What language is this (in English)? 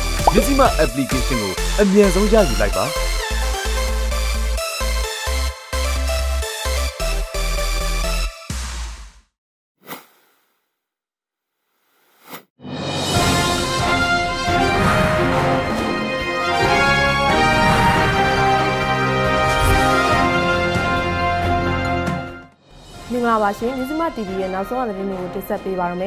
Burmese